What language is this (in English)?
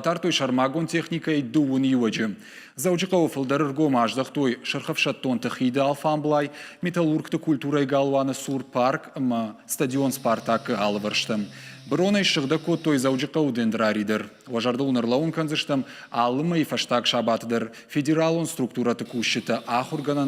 Ossetic